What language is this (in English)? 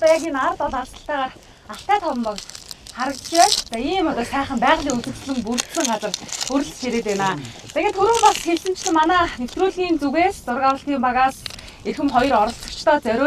Mongolian